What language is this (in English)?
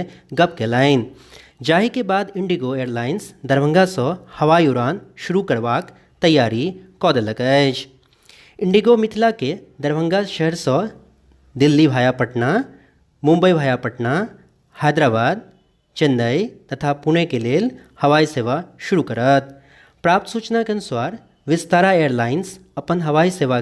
Maithili